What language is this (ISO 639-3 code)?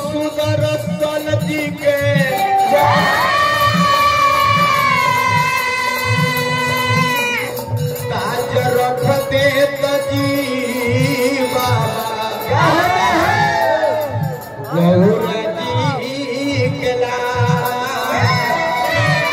bho